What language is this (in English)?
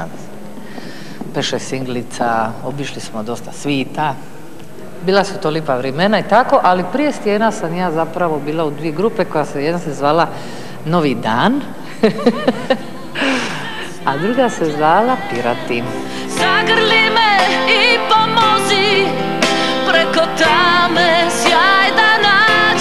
Croatian